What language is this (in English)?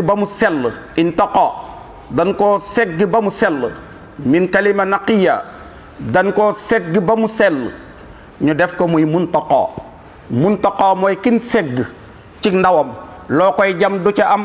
Wolof